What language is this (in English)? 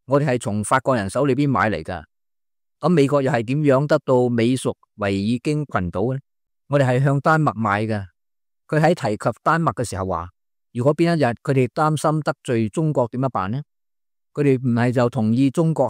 Cantonese